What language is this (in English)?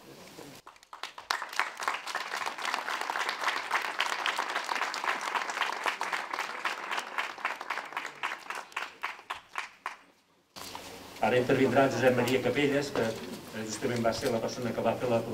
Catalan